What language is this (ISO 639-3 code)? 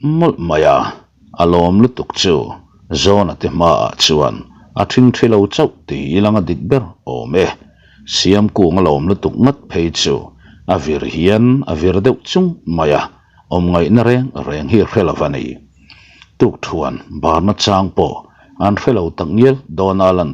lus